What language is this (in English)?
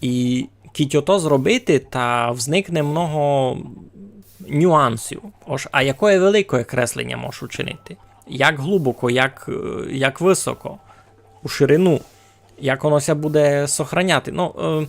Rusyn